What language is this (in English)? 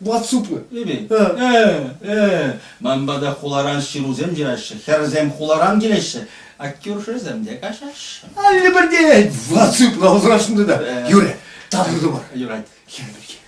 Chuvash